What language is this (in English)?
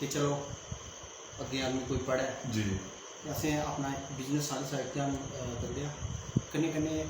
Dogri